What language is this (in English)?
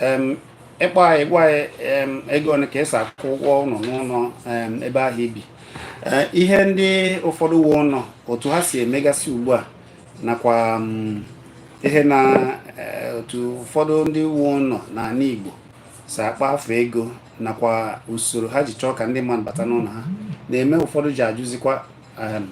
Igbo